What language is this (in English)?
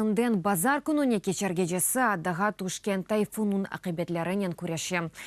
Crimean Tatar